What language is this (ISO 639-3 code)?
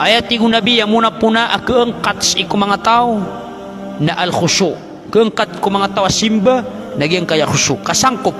mrw